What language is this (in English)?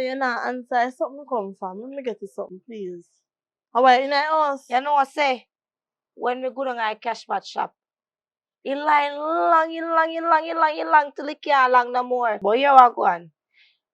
Jamaican Creole English